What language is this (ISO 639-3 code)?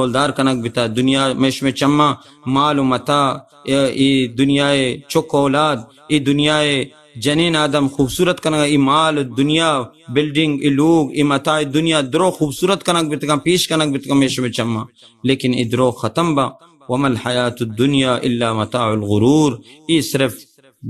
bal